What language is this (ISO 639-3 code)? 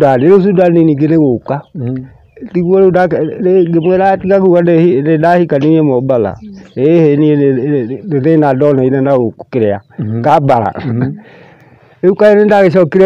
kik